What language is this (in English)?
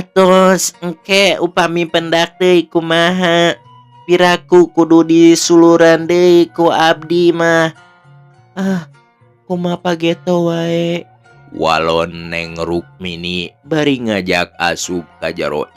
Sundanese